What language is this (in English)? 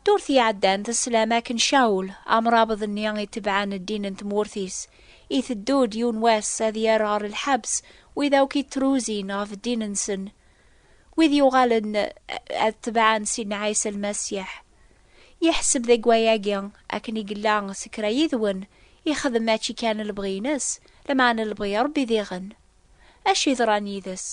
Kabyle